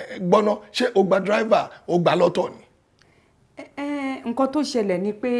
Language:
Yoruba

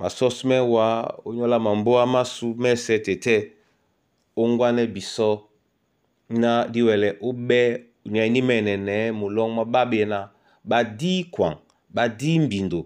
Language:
Duala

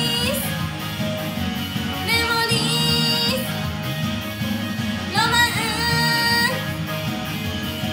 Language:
Japanese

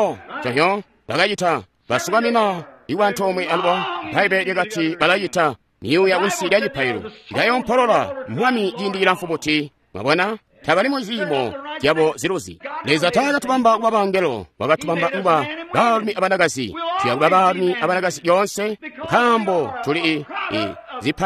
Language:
Tonga (Zambia)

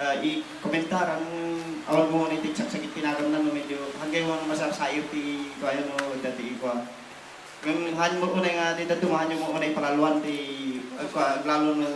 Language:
Iloko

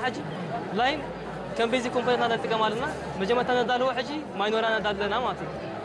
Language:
Tigrinya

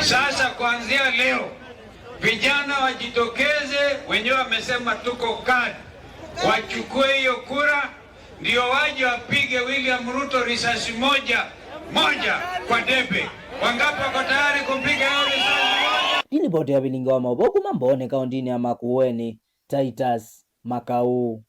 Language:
Kamba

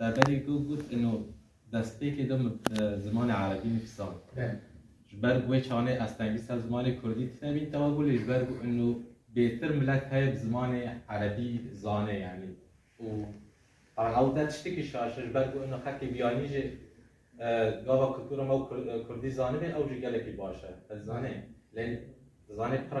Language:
Kurdish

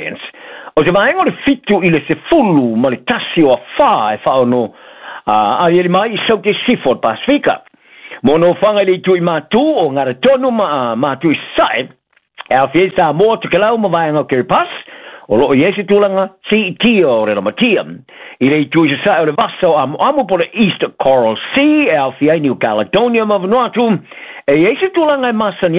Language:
Samoan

